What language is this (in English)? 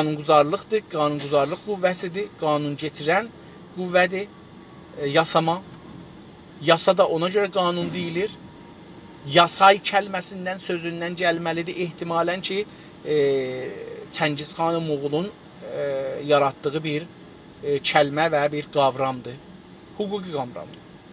South Azerbaijani